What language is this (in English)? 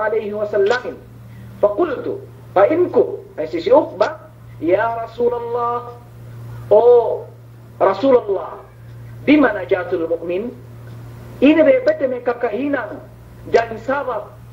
Yakan